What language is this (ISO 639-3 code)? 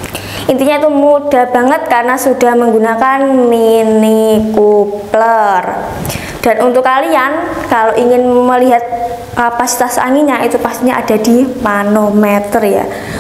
ind